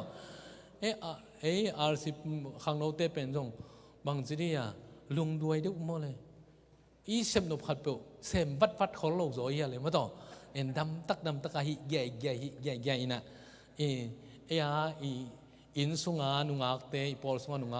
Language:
Tedim Chin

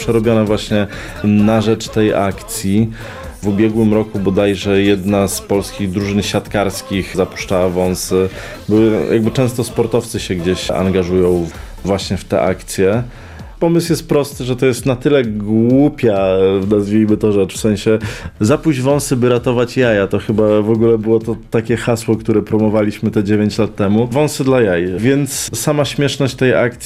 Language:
Polish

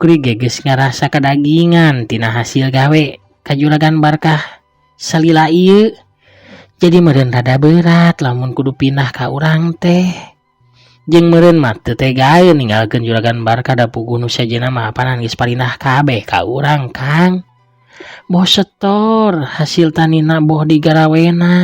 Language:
Sundanese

